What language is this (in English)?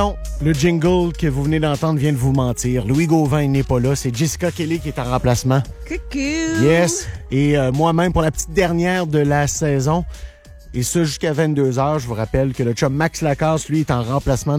French